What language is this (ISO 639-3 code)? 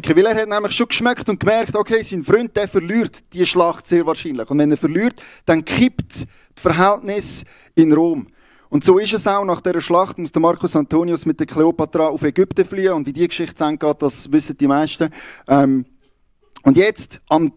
gsw